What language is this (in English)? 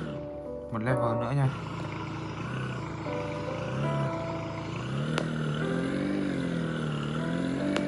Vietnamese